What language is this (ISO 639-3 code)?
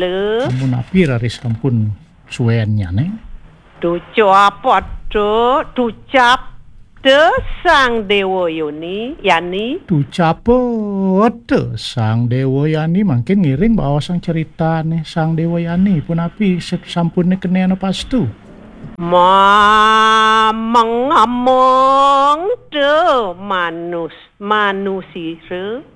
ban